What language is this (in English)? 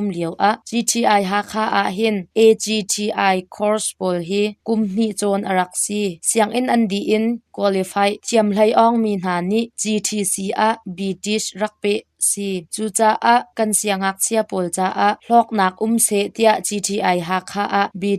Hakha Chin